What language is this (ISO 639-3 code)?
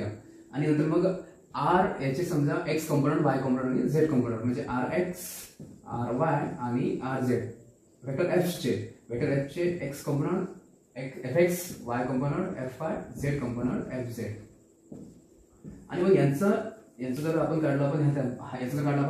mar